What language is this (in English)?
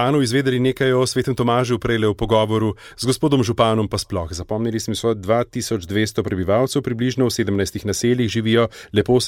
Slovenian